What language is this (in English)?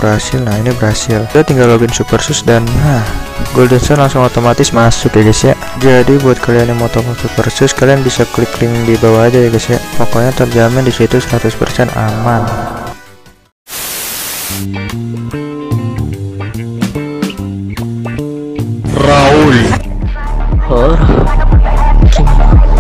Indonesian